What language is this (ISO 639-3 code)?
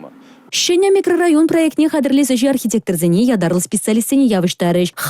chv